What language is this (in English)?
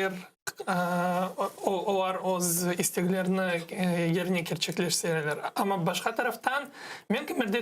Crimean Tatar